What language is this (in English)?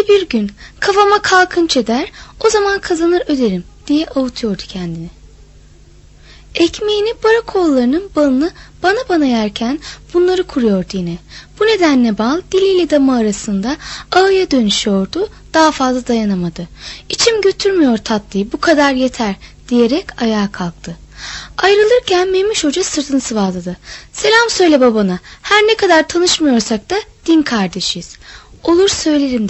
Turkish